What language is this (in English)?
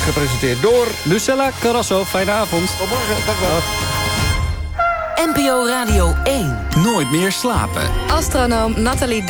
Dutch